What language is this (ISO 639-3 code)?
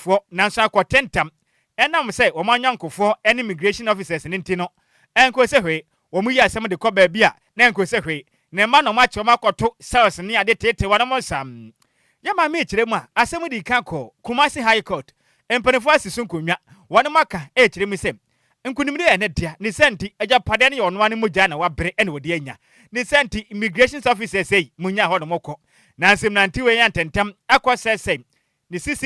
aka